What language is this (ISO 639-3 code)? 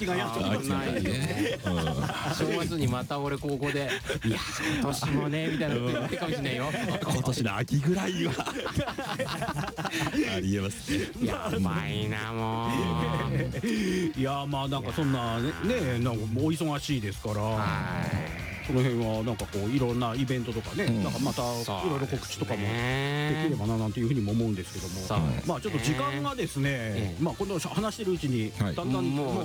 jpn